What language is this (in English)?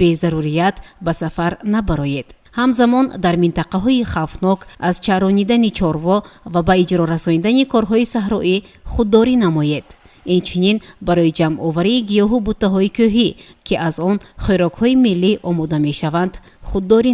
Tajik